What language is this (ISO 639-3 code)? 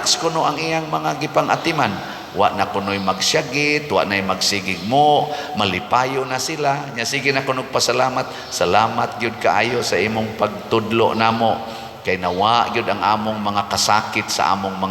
ceb